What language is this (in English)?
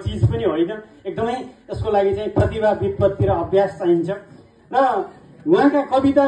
Nepali